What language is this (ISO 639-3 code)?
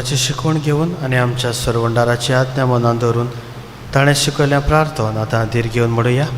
kok